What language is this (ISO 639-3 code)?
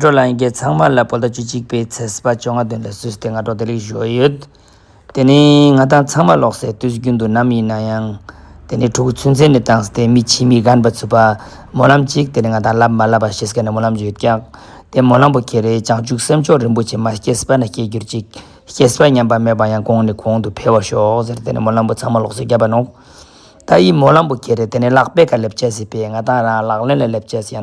lbj